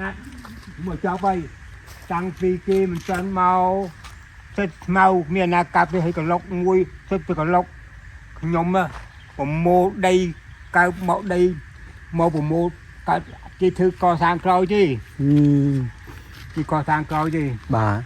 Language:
Khmer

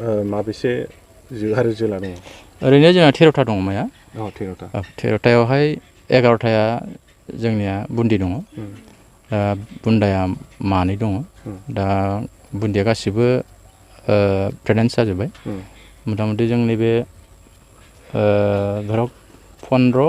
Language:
Bodo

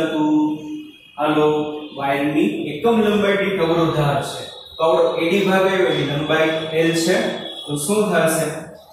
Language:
Gujarati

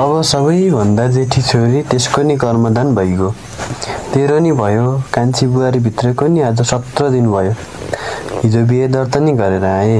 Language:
Nepali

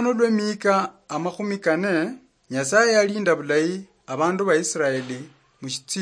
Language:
Luyia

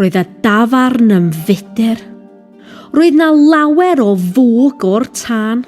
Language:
Welsh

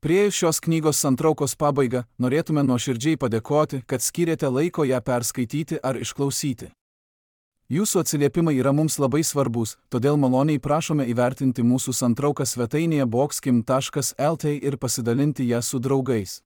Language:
Lithuanian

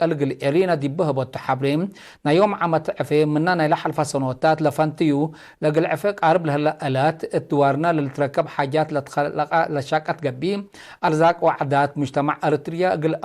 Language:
Tigre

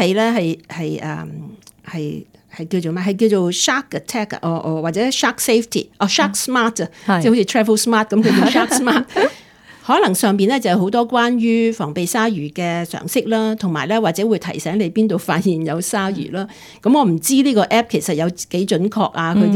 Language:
Cantonese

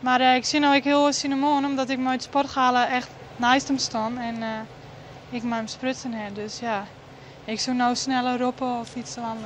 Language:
Western Frisian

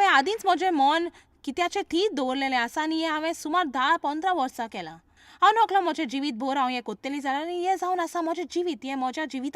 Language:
Konkani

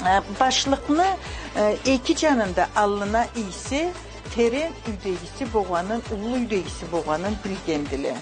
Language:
Karachay-Balkar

